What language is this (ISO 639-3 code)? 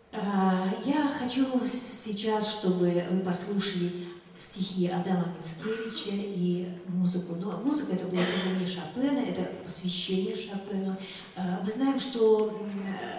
rus